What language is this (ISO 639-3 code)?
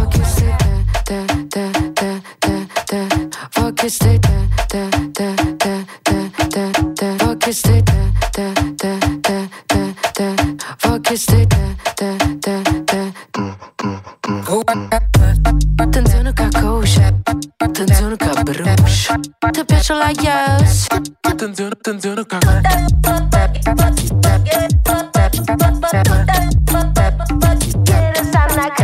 ita